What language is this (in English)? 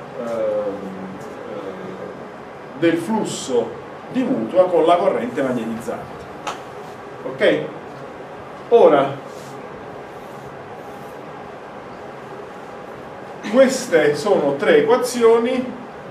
Italian